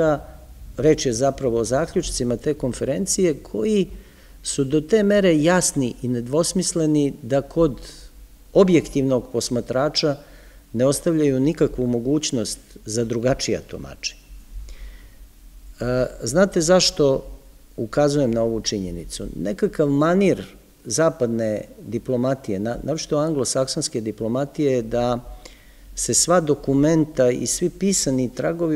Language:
Serbian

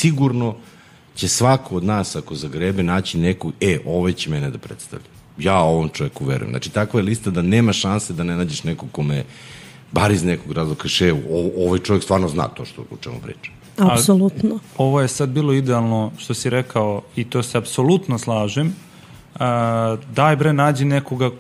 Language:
Serbian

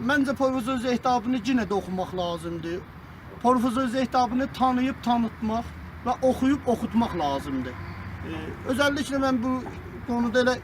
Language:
South Azerbaijani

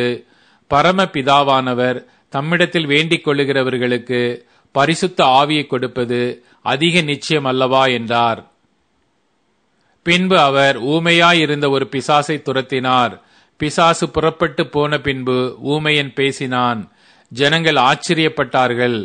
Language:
Tamil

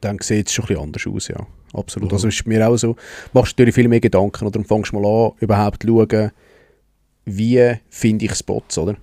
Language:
Swiss German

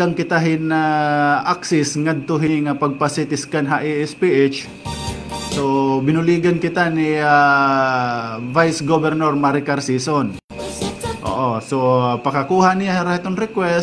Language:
Waray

